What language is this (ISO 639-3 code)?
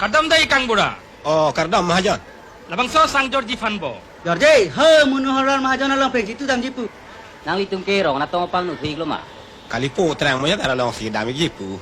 mjw